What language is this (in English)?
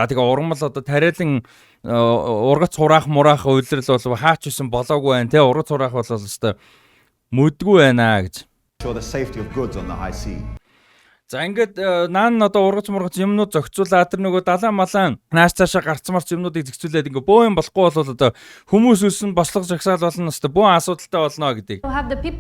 Mongolian